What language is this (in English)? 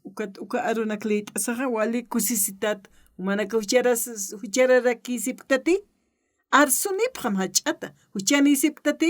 Aymara